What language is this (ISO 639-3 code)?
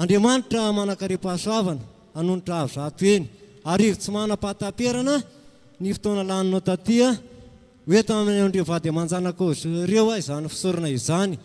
mlg